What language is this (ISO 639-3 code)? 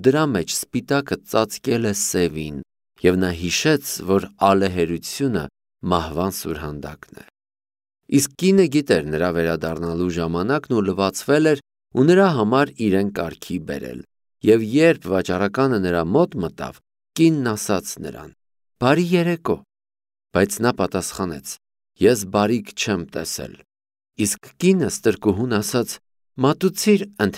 hye